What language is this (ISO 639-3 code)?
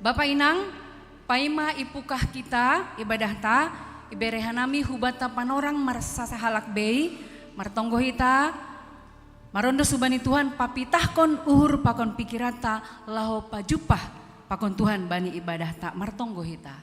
bts